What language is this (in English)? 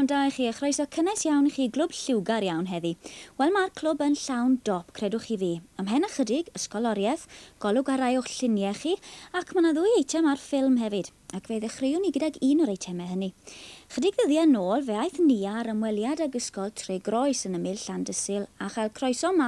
Welsh